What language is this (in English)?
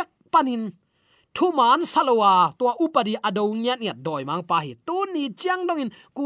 Tedim Chin